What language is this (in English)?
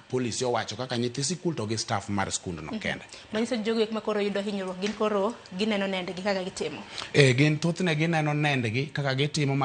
Luo (Kenya and Tanzania)